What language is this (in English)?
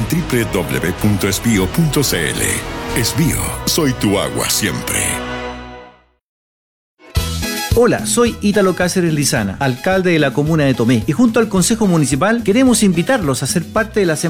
Spanish